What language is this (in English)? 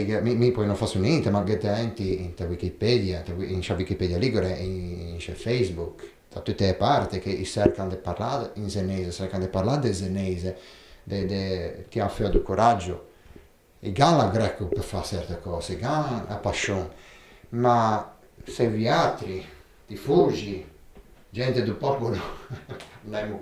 Ligurian